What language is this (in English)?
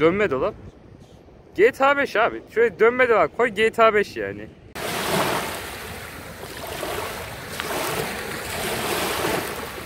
Turkish